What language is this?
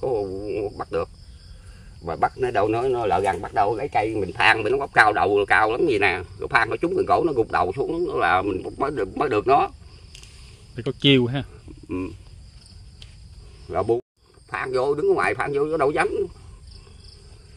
Vietnamese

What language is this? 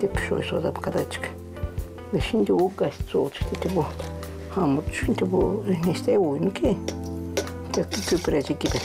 Gagauz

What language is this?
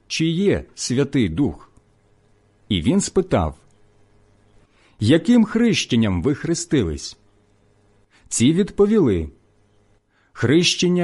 Ukrainian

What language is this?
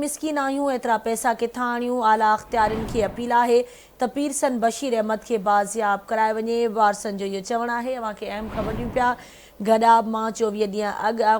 Sindhi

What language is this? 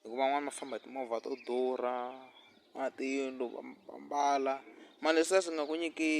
Tsonga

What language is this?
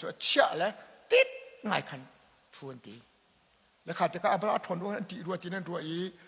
Hakha Chin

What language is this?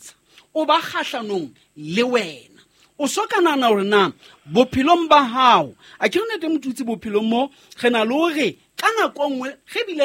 Southern Sotho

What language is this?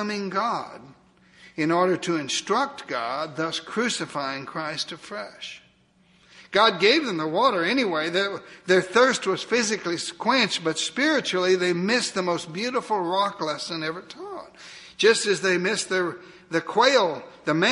English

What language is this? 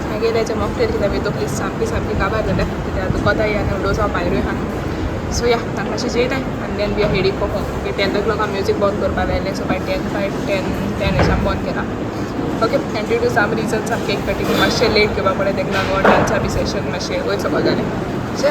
Konkani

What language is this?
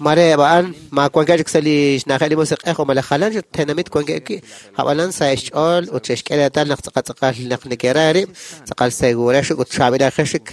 Kekchí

